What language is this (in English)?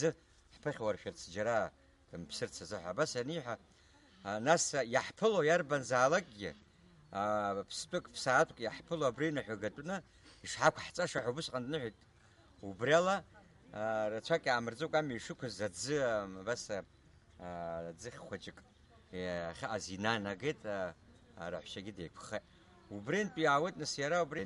Abkhazian